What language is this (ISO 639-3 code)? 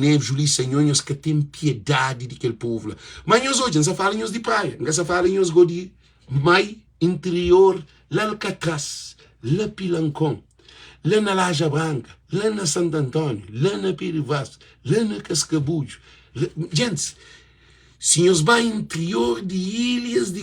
kea